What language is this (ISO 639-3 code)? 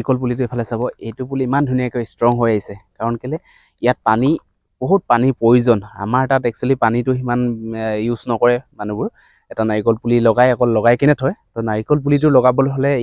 asm